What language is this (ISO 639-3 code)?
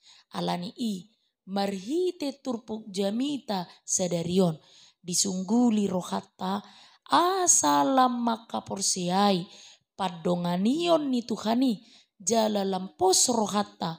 bbc